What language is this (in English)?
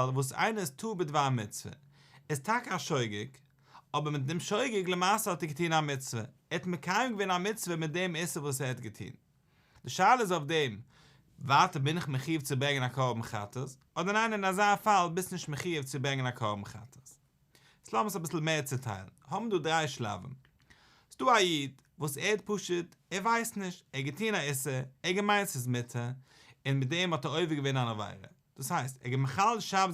Yiddish